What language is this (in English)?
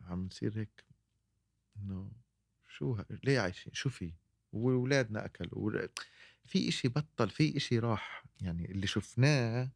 North Levantine Arabic